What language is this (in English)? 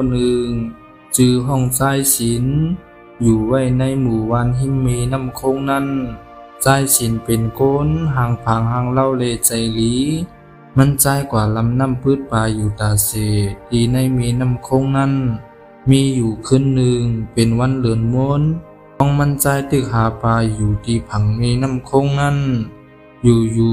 Shan